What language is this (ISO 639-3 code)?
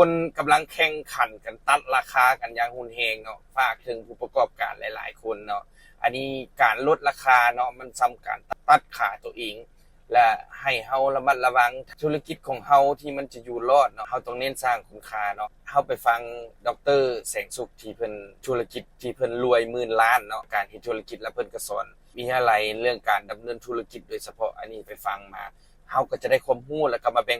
lao